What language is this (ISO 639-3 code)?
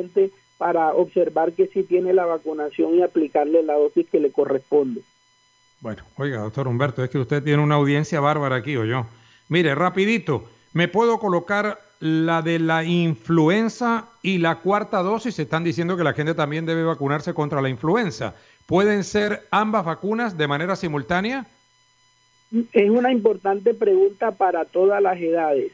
spa